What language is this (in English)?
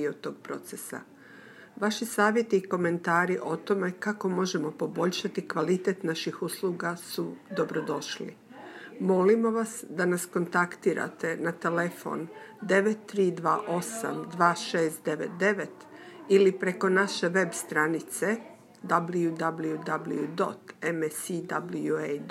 Serbian